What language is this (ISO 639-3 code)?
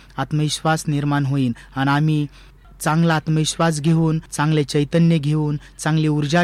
mar